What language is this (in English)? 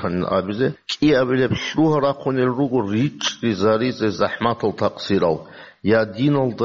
Avaric